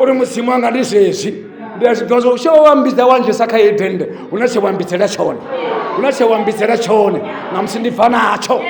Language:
Venda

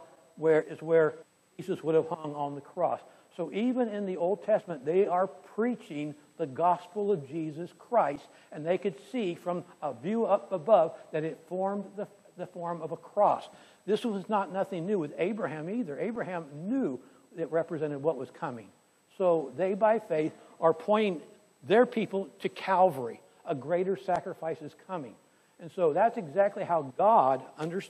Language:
English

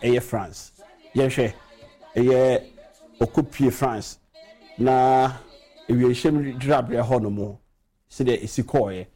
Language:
Akan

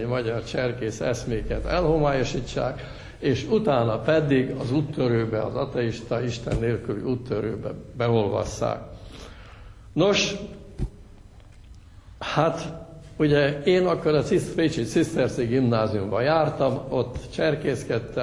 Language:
Hungarian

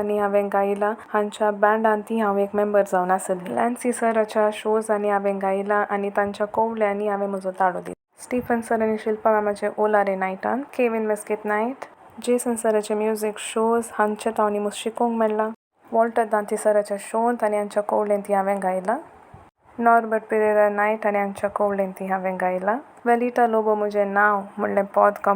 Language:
Konkani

